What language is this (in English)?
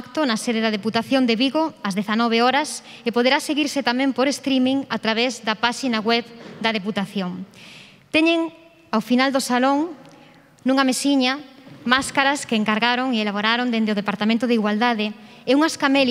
Galician